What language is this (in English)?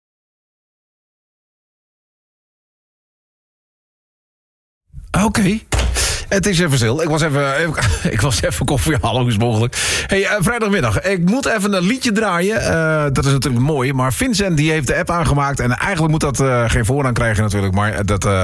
Dutch